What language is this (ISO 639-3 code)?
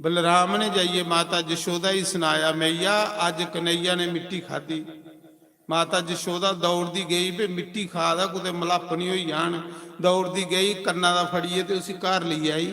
doi